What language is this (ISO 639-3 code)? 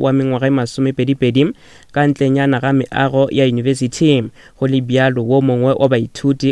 nso